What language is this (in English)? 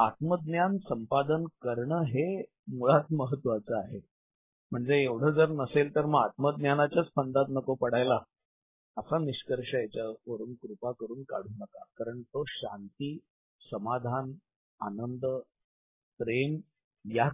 Marathi